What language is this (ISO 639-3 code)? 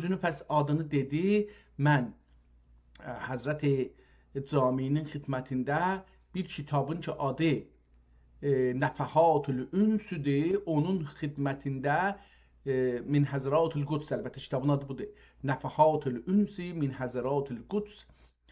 azb